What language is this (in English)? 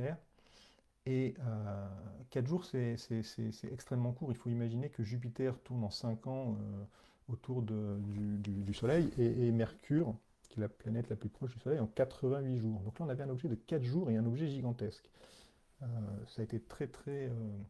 French